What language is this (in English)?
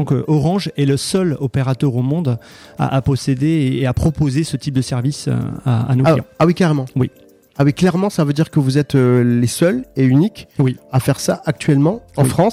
French